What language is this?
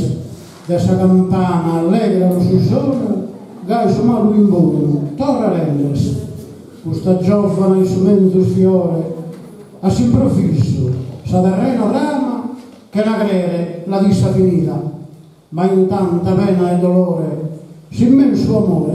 Sardinian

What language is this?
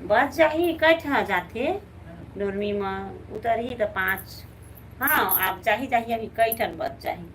Chhattisgarhi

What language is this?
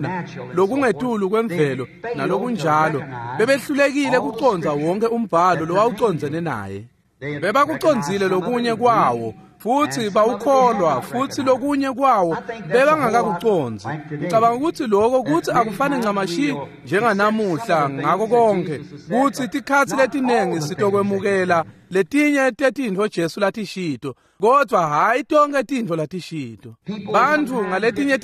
Swati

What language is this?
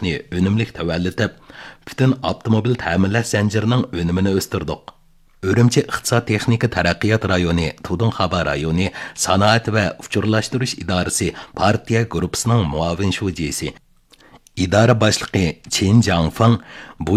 Uyghur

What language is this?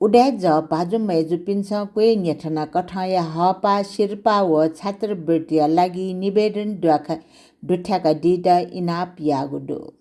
Newari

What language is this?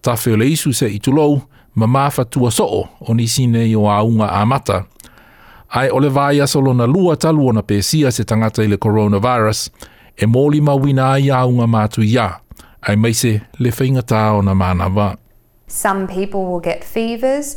Samoan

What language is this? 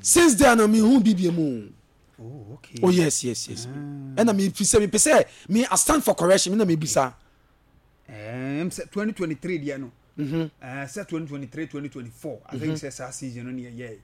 Akan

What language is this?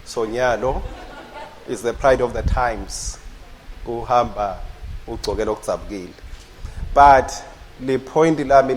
Swati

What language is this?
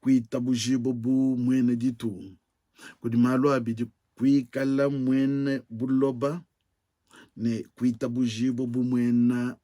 Luba-Lulua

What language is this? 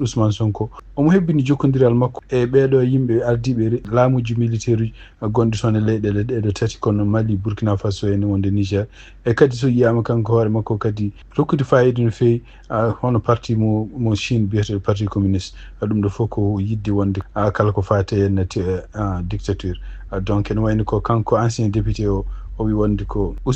Fula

